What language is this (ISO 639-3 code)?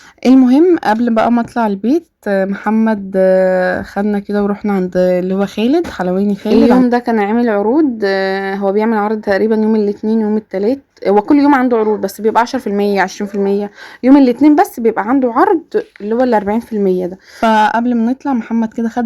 arz